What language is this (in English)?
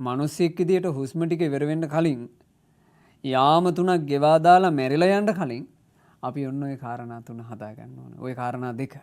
Sinhala